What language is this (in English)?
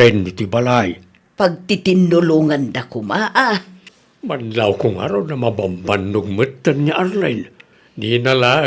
Iloko